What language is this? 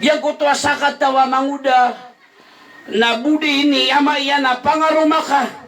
Maranao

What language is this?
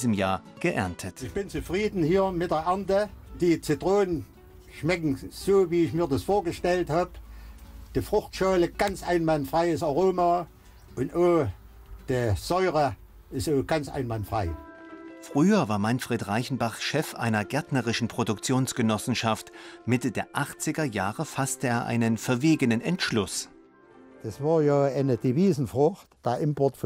German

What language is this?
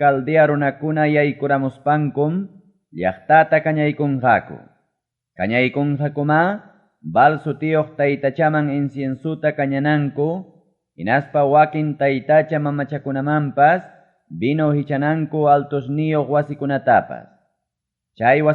Ayacucho Quechua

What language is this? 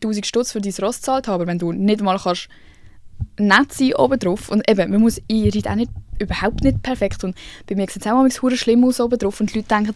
Swiss German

